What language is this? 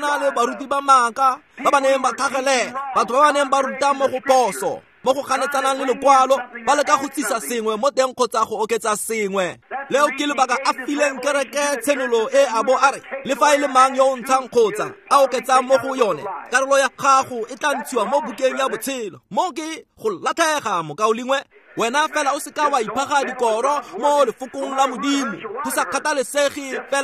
Tswana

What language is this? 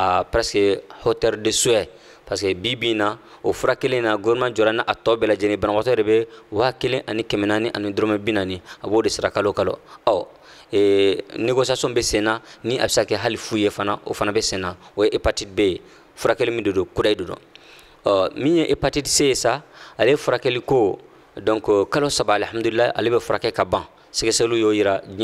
Bambara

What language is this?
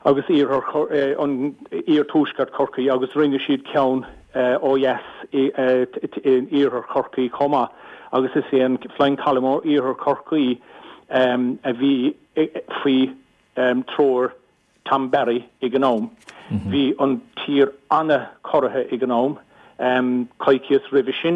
Irish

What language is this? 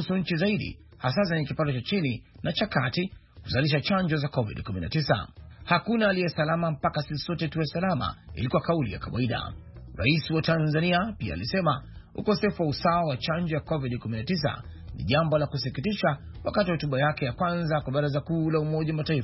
Swahili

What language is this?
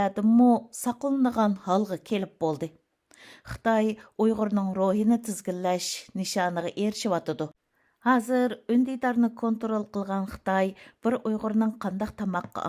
Uyghur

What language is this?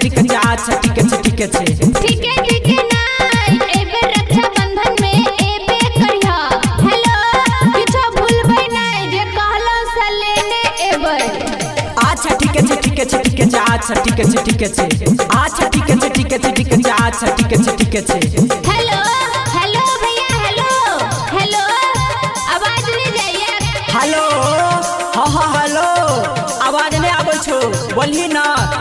Maithili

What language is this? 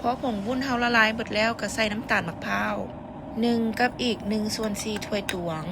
Lao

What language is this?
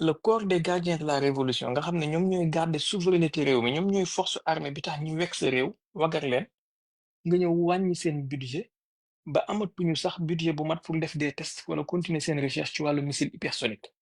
Wolof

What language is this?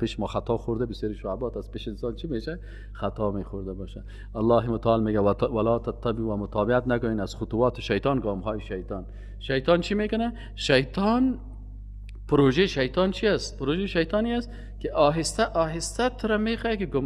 Persian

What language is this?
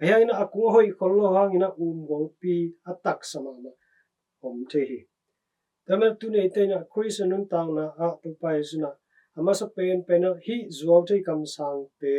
Tedim Chin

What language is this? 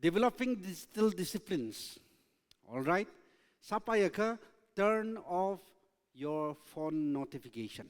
Tangkhul Naga (India)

